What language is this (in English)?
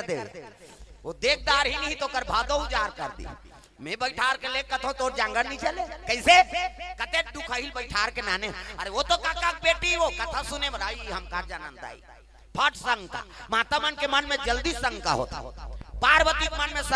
Chhattisgarhi